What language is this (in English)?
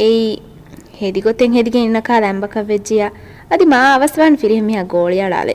Divehi